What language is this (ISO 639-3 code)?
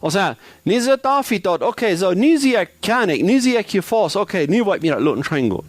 pdt